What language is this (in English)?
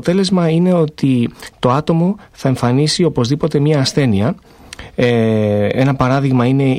Greek